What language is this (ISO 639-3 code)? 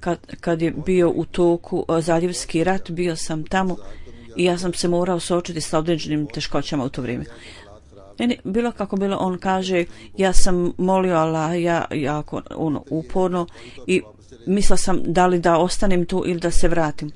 bos